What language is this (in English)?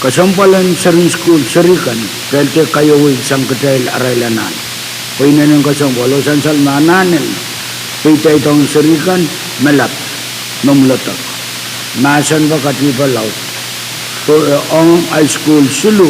Pohnpeian